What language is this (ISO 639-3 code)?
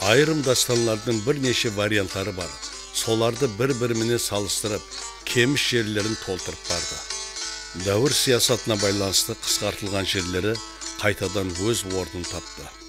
kaa